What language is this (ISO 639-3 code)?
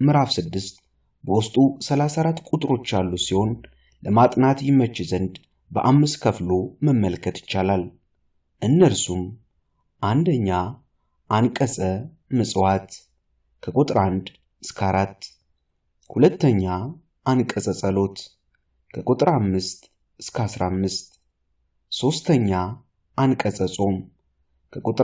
amh